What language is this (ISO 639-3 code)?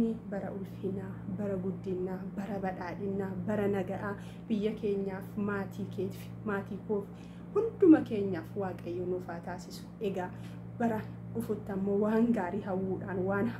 orm